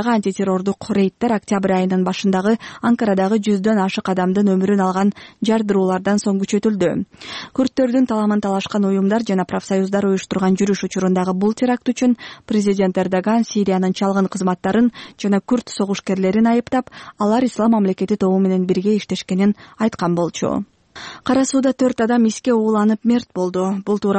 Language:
Kyrgyz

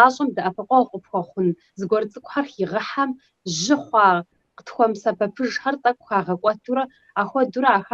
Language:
Kabardian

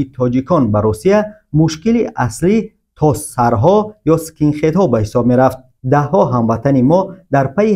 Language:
Tajik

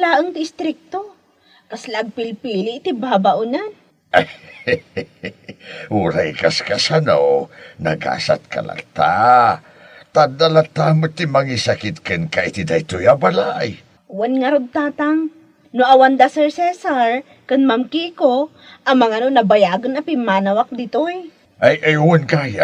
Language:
Iloko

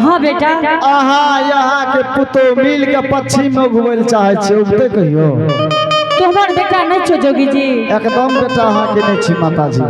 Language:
Angika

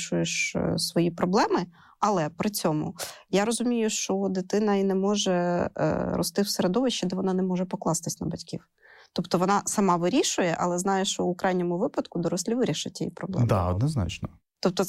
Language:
Ukrainian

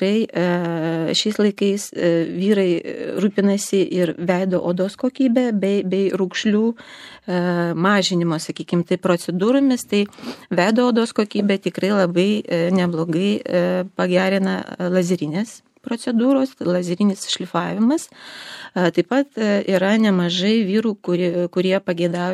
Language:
Lithuanian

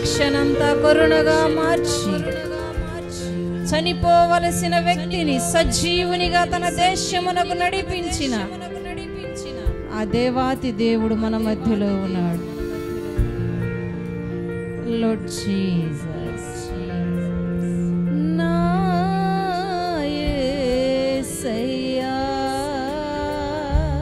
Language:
Telugu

